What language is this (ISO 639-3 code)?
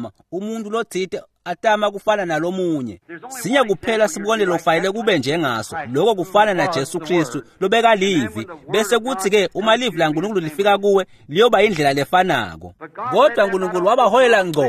ssw